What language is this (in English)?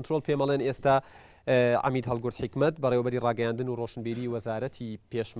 Central Kurdish